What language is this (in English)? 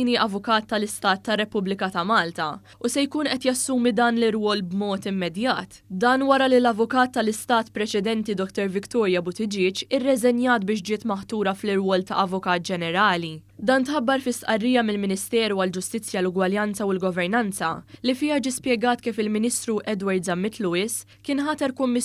Maltese